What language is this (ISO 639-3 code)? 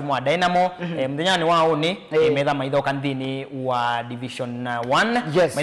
kam